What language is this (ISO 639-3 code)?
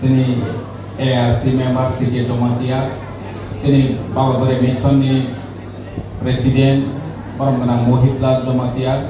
trp